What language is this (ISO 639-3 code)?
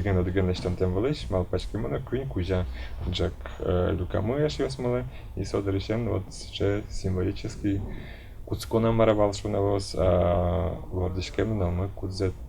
udm